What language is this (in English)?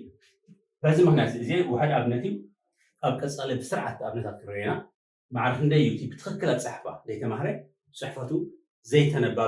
Tigrinya